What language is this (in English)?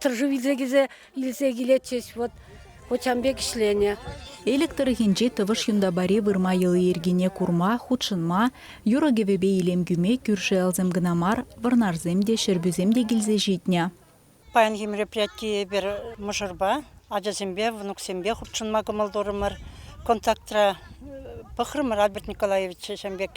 Chuvash